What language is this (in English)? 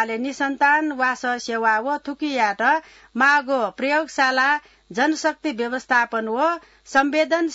Newari